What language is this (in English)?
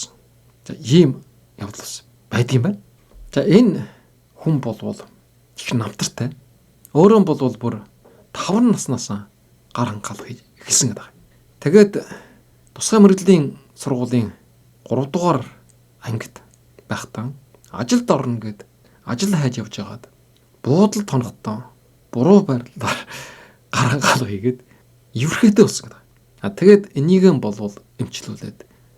Mongolian